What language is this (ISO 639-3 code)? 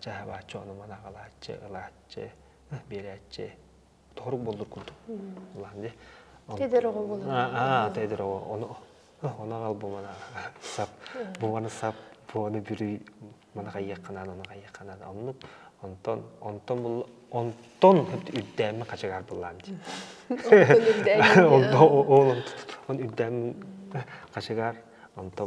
sah